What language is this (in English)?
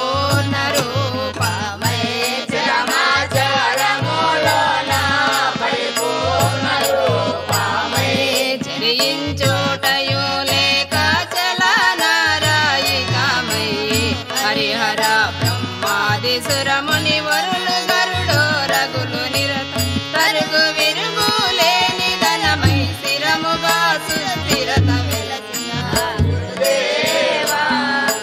Telugu